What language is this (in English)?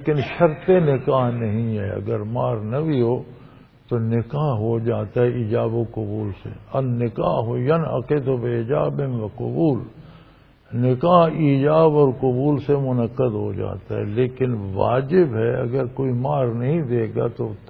Urdu